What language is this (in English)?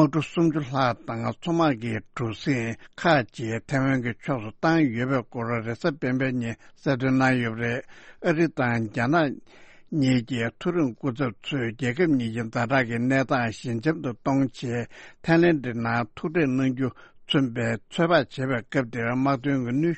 Tibetan